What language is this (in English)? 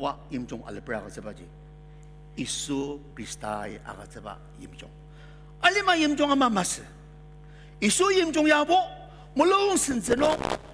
Ao Naga